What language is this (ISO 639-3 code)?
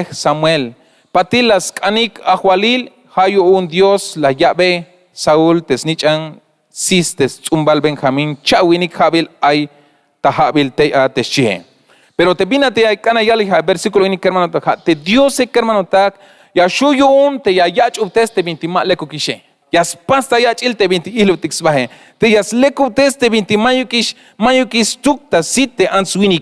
tzh